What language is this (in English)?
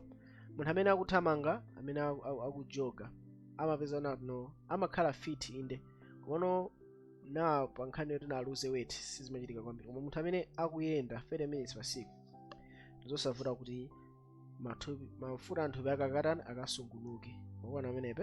Nyanja